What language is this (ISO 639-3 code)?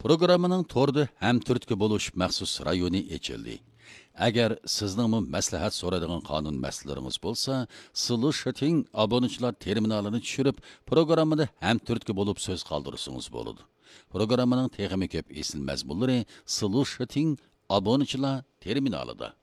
uig